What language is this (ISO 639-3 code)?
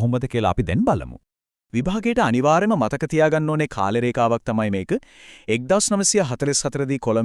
sin